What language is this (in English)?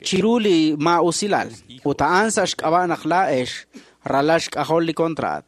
Kekchí